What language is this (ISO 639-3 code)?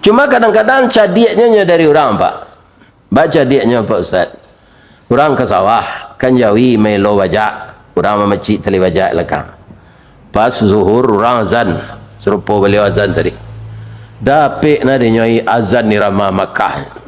min